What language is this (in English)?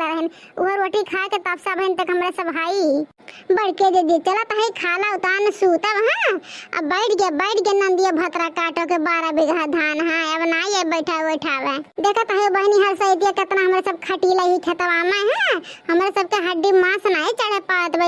Awadhi